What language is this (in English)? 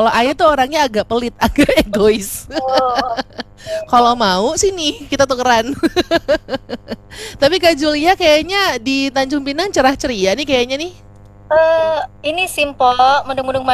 Indonesian